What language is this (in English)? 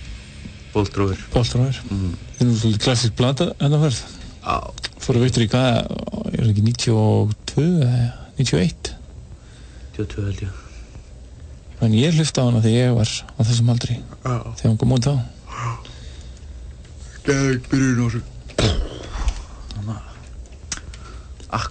Icelandic